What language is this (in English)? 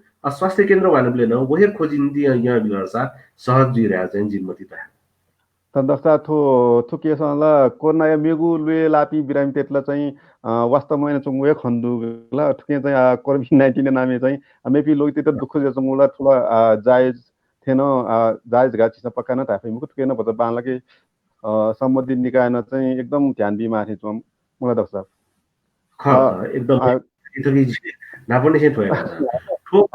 Newari